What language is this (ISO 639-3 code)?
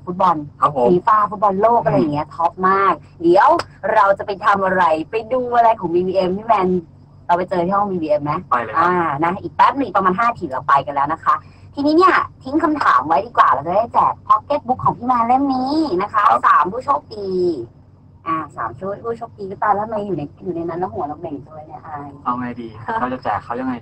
tha